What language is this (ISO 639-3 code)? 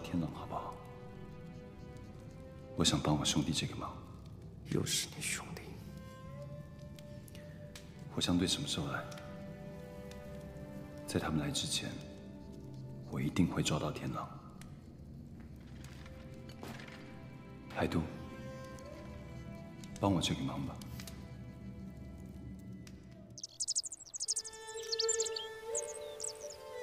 zho